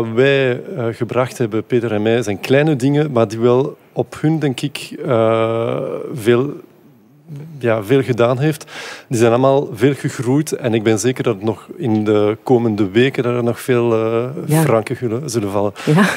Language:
Dutch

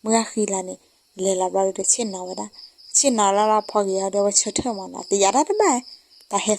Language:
S'gaw Karen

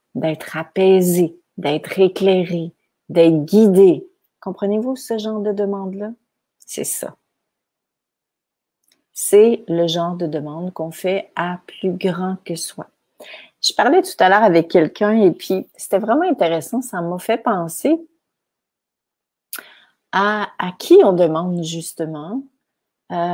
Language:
French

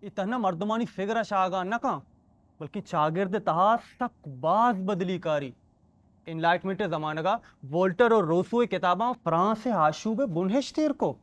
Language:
Baluchi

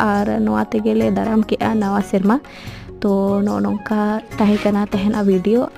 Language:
Santali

